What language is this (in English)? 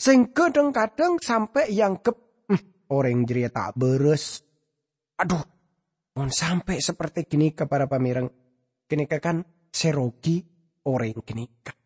Madurese